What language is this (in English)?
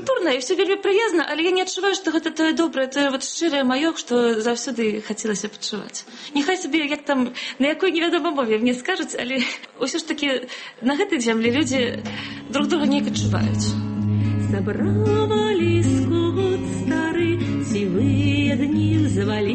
Belarusian